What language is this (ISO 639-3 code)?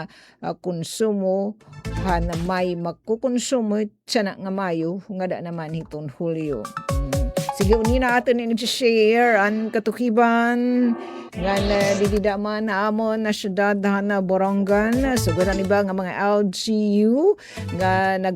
war